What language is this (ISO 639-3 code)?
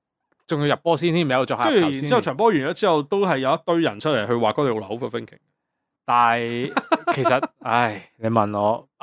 yue